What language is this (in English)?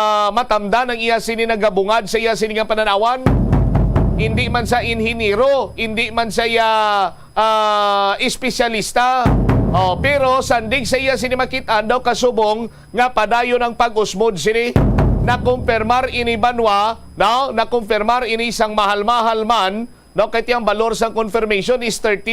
Hiligaynon